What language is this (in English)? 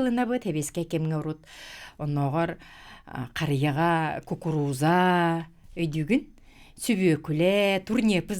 Yakut